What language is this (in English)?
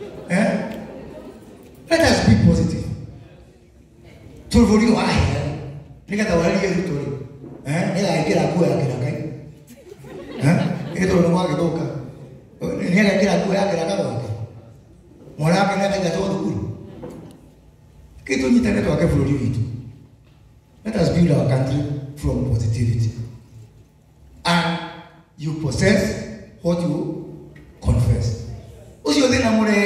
Kikuyu